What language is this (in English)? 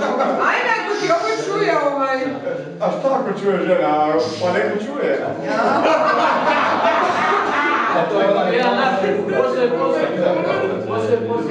Croatian